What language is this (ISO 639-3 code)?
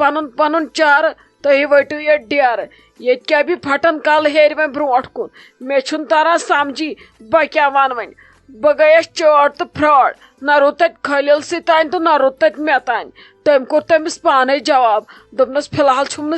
kas